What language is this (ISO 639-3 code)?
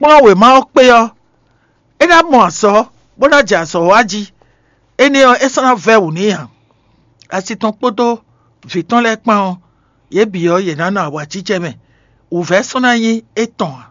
fon